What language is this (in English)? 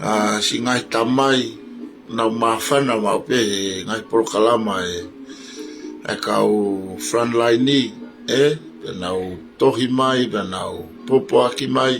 Tongan